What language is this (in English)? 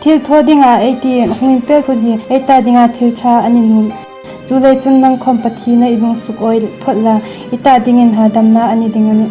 Hmar